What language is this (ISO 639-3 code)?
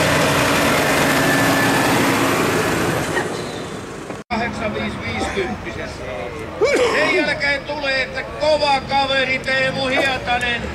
fin